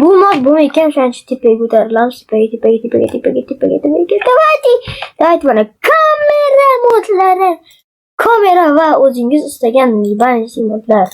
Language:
Uzbek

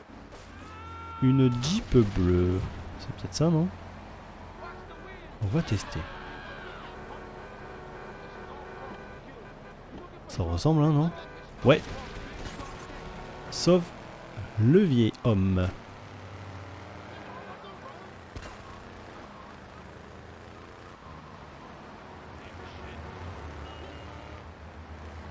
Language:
French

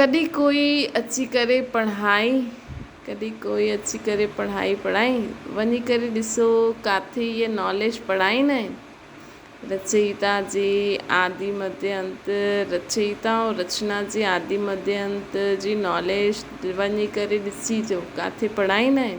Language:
Sindhi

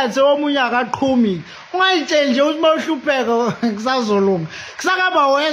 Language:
Zulu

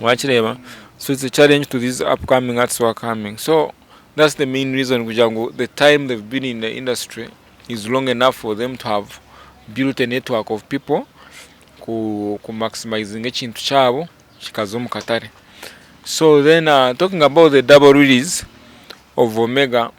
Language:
Nyankole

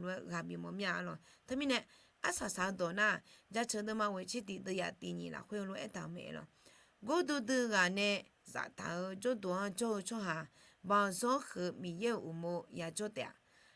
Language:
Akha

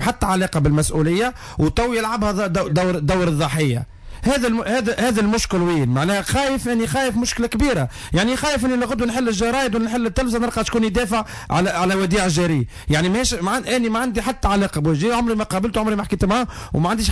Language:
Tunisian Arabic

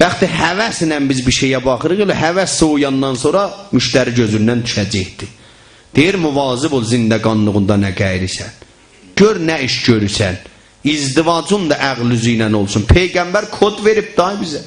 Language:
South Azerbaijani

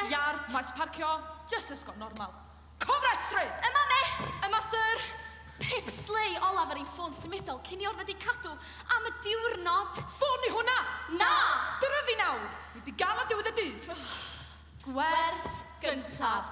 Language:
Welsh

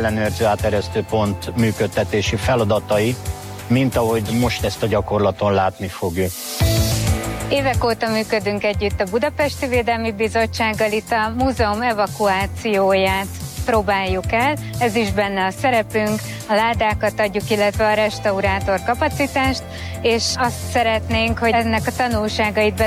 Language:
Hungarian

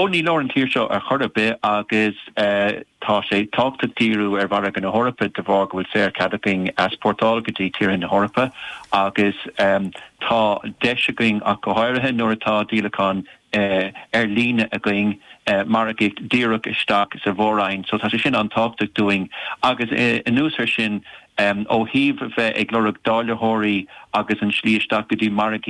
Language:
Irish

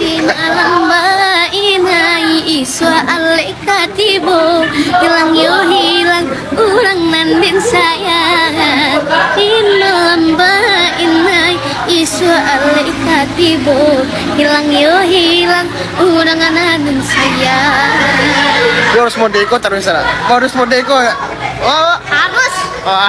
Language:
Minangkabau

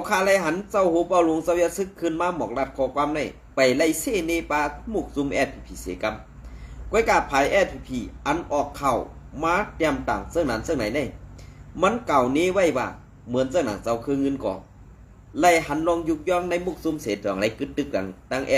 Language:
Shan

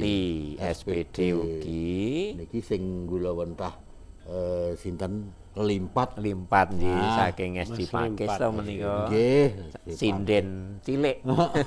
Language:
Javanese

